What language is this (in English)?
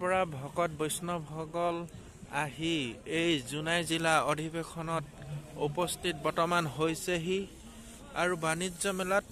Assamese